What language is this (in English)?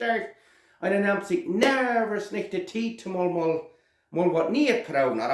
Plautdietsch